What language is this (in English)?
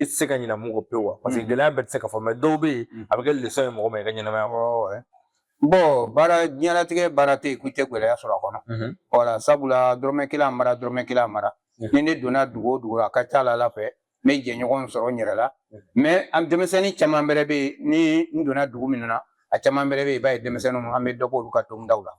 Bambara